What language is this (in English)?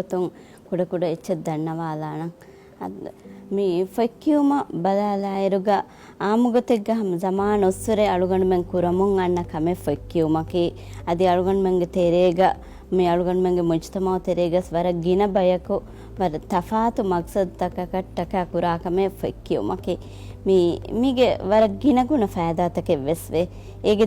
Divehi